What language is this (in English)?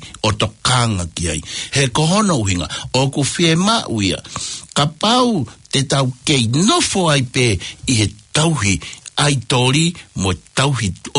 Tongan